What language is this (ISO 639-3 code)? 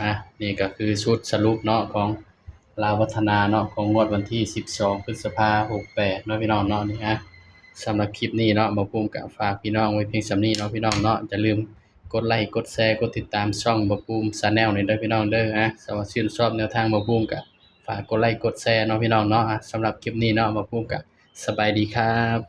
tts